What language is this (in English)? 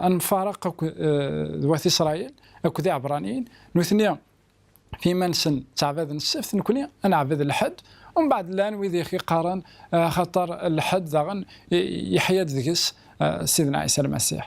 Kabyle